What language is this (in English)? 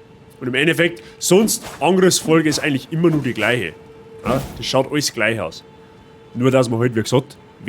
Bavarian